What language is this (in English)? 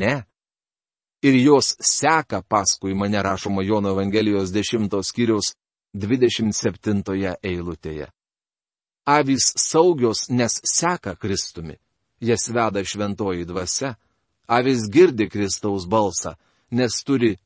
Lithuanian